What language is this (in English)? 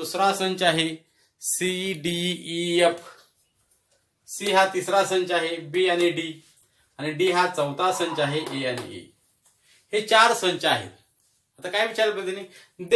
Marathi